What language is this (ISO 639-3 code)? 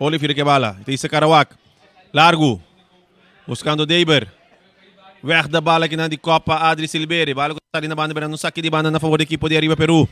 pap